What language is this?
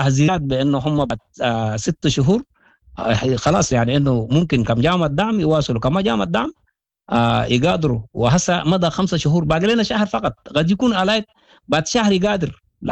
Sudanese Arabic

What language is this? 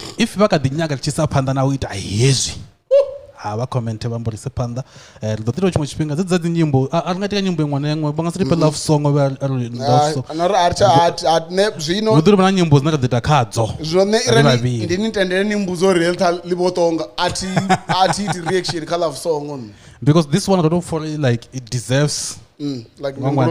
Venda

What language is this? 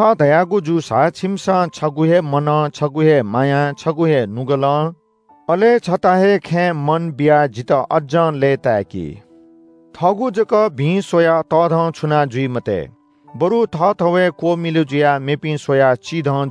Newari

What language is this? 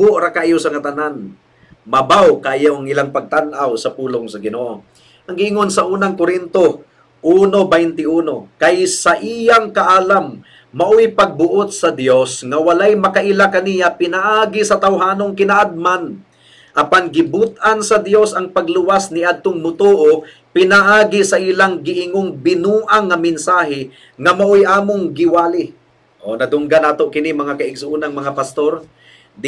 Cebuano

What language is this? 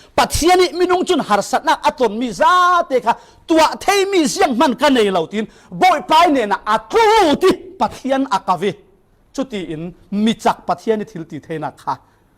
Falam Chin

